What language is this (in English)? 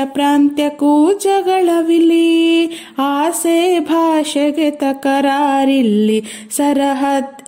Kannada